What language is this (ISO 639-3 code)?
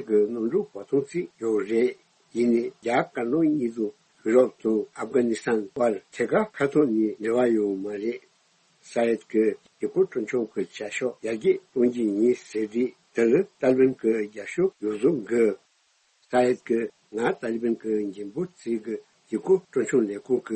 bod